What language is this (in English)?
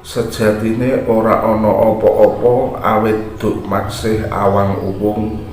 Javanese